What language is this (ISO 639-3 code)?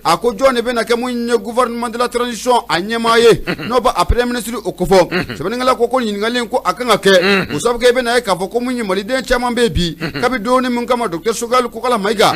bam